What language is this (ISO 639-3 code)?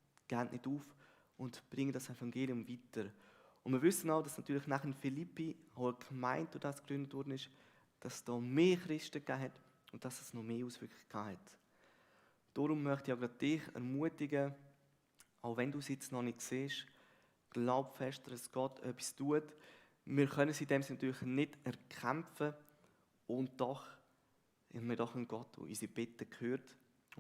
gsw